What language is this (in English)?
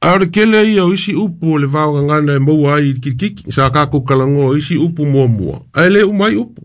Samoan